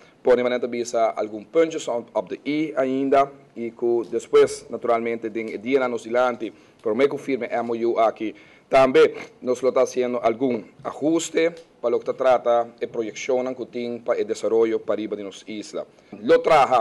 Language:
Papiamento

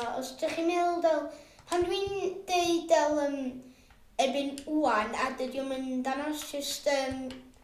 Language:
Welsh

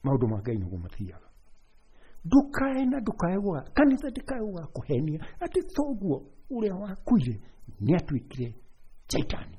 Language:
Kikuyu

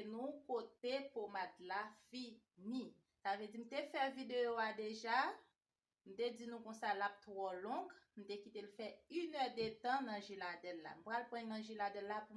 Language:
Haitian Creole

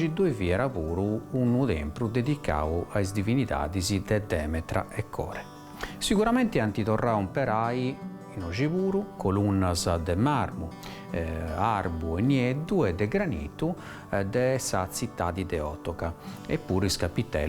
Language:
Sardinian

